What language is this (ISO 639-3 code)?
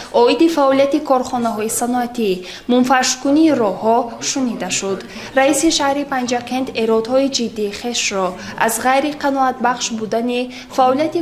tgk